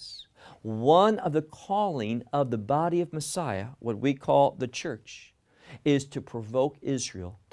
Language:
English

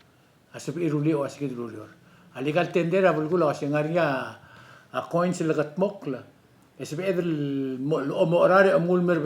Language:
Palauan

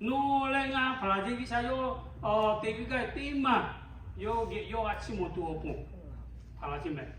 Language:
Lahu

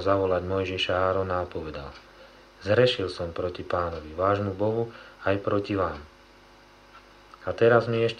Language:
Slovak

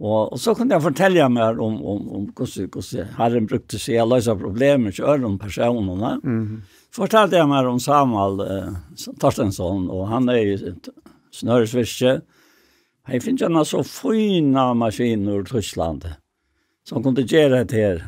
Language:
Faroese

